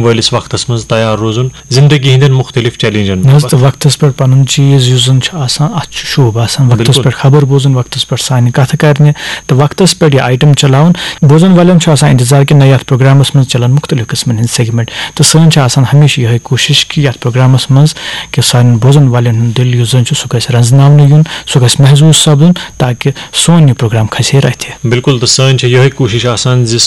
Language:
Kashmiri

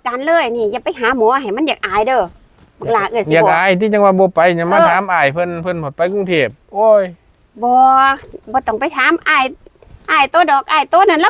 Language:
Northeastern Thai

